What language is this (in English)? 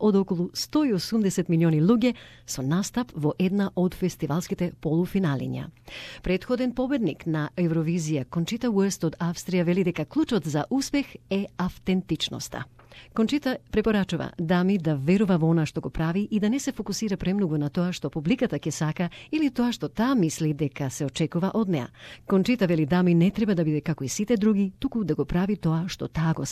Macedonian